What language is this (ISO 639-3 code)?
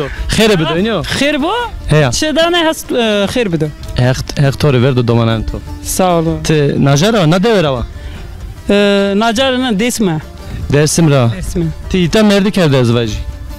zza